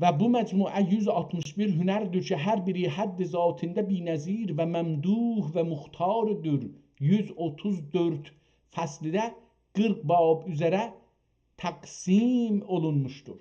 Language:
South Azerbaijani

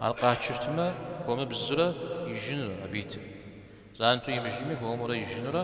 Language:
Kabardian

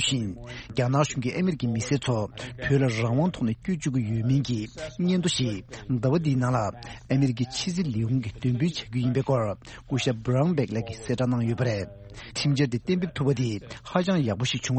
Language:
Tibetan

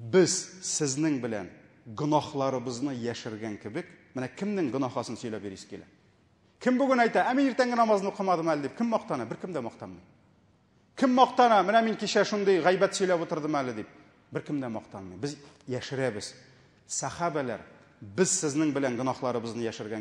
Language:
Tatar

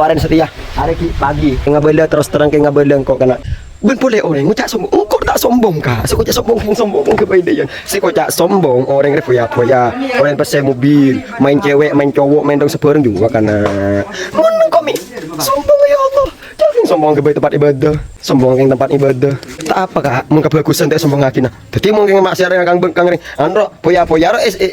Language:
Madurese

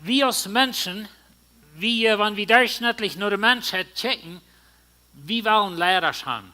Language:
Plautdietsch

